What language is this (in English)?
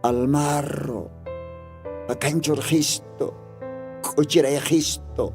Aymara